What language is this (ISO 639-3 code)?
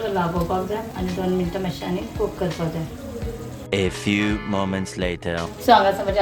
kok